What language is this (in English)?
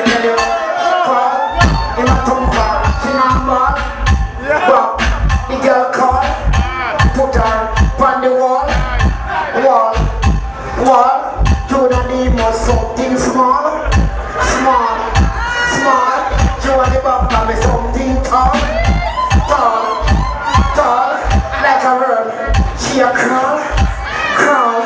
Jamaican Creole English